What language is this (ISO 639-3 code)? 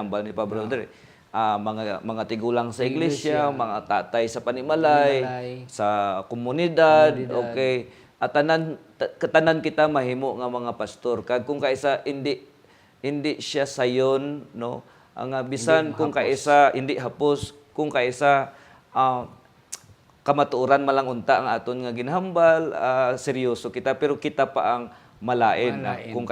hil